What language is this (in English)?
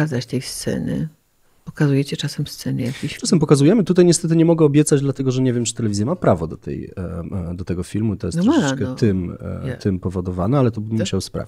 Polish